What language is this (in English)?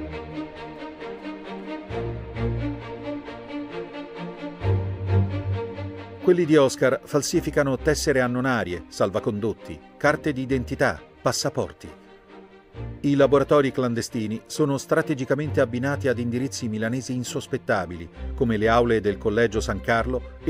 Italian